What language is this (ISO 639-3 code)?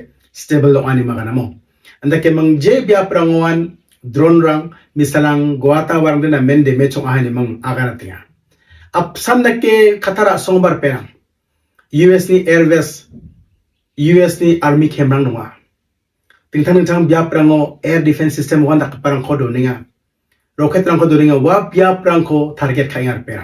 grt